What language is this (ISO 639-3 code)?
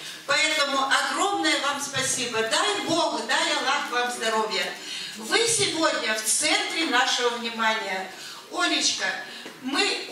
rus